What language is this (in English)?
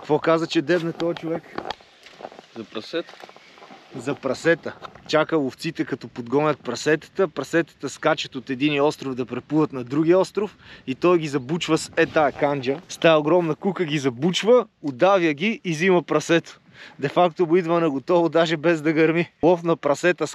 Bulgarian